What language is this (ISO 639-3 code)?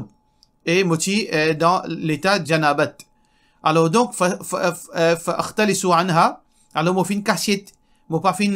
mfe